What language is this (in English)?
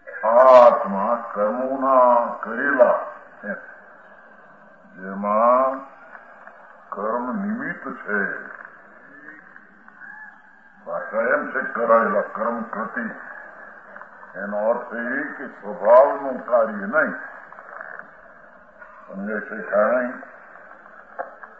Gujarati